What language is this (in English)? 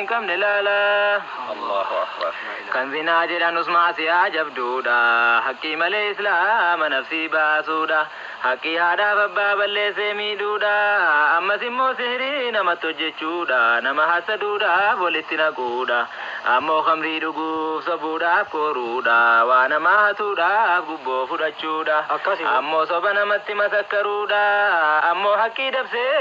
Oromo